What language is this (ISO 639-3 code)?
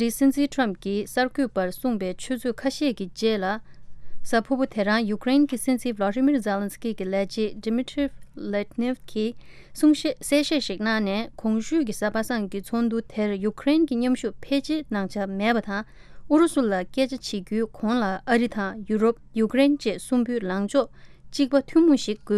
bod